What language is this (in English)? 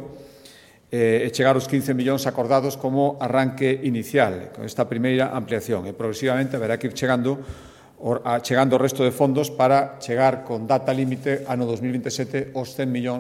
Galician